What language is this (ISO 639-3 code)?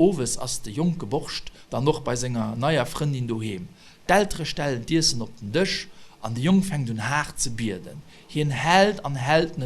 ltz